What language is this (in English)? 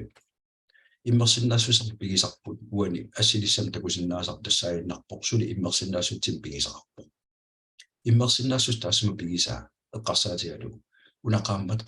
Kalaallisut